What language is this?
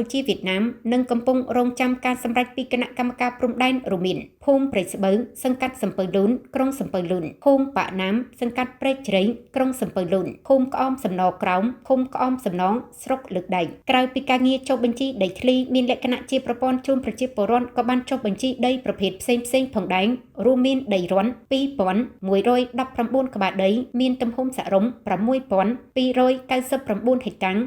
Khmer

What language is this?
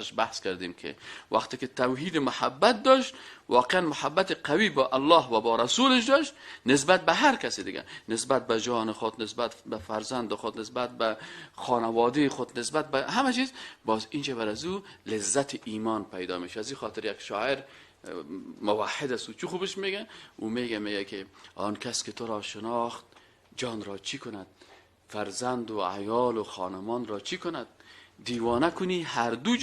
Persian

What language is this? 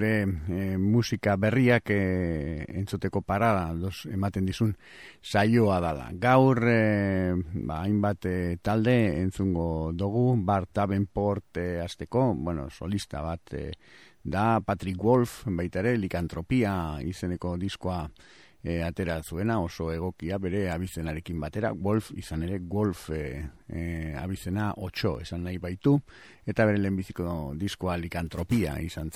Basque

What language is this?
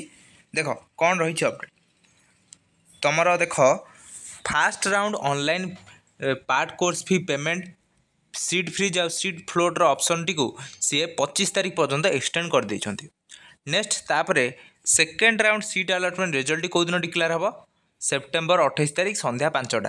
Odia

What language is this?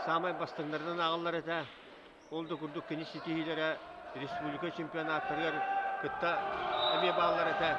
Yakut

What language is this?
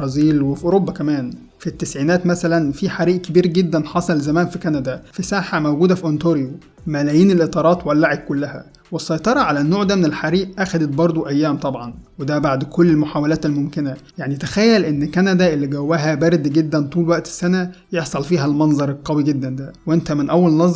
Egyptian Arabic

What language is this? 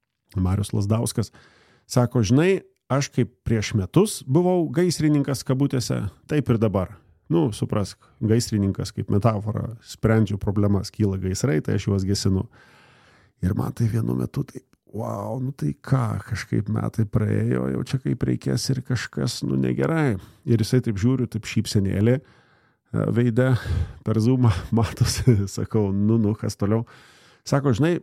Lithuanian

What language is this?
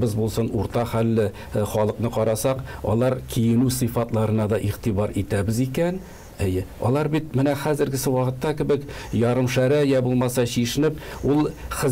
Tatar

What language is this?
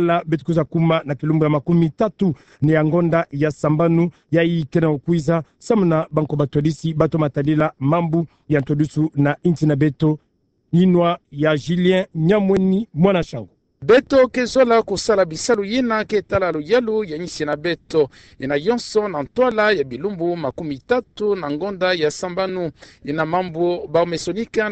Kituba (Democratic Republic of Congo)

